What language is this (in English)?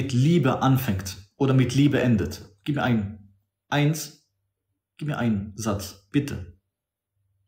German